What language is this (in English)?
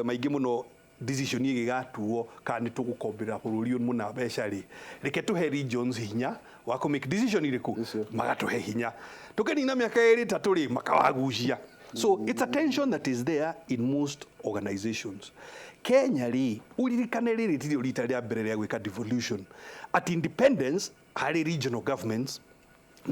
Kikuyu